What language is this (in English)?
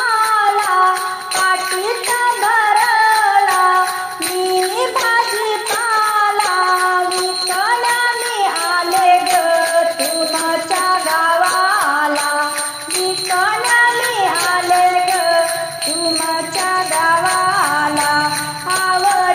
Marathi